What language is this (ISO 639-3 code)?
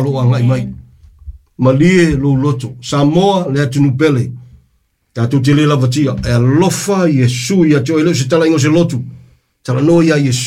smo